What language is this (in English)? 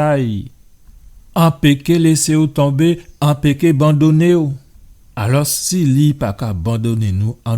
Guadeloupean Creole French